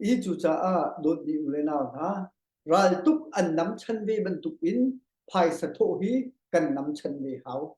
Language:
Hakha Chin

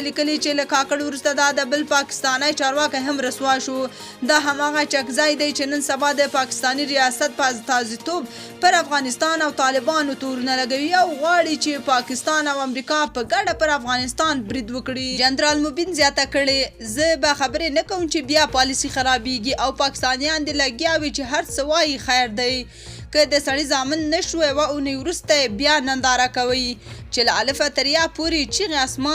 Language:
Pashto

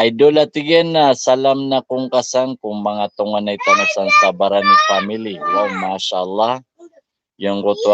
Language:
Maranao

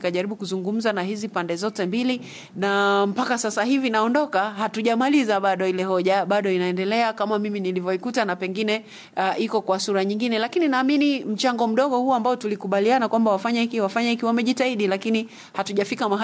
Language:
Swahili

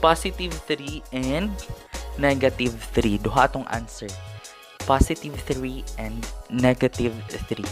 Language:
Cebuano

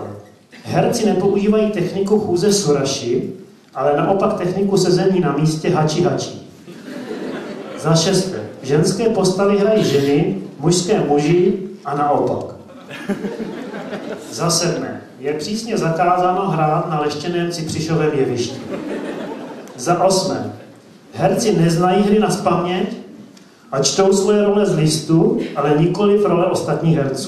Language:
Czech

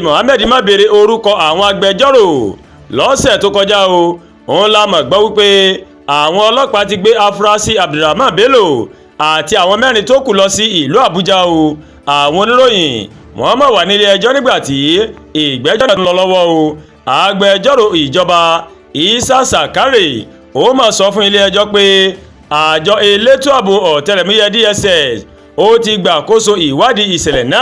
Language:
Yoruba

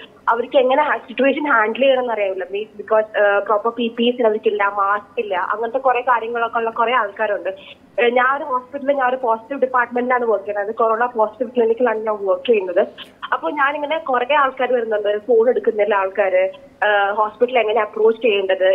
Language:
Malayalam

